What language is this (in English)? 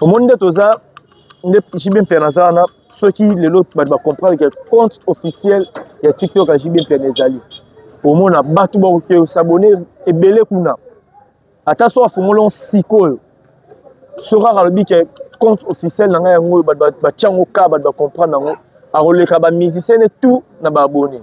Lingala